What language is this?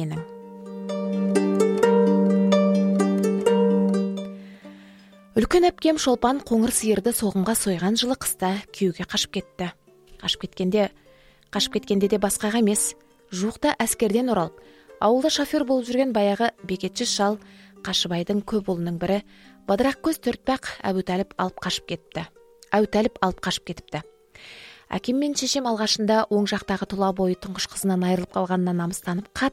Kazakh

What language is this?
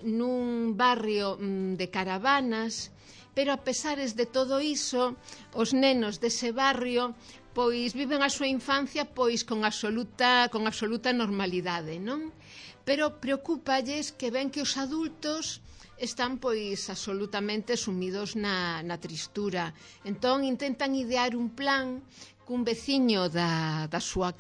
Galician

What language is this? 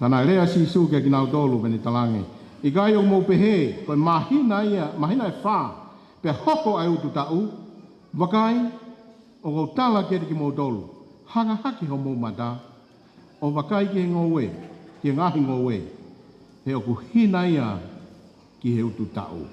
Tongan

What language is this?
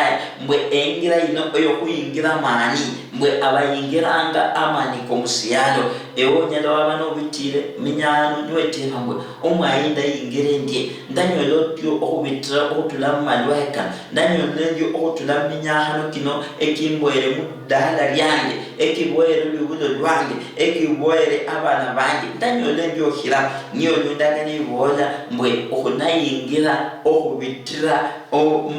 Luyia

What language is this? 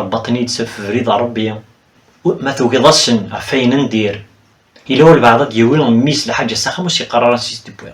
Kabyle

